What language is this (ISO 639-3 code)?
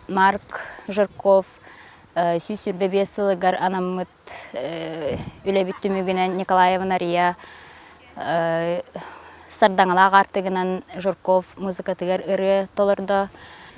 sah